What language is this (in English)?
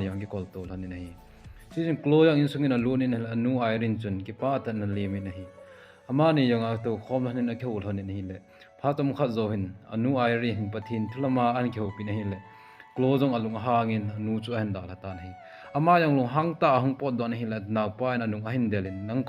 Thado Chin